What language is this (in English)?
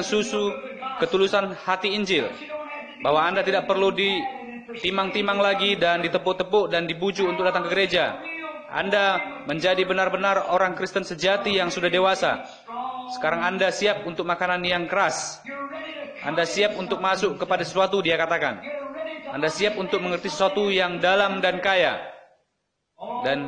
Indonesian